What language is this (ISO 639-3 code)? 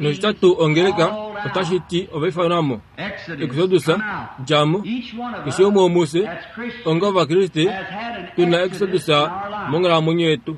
kua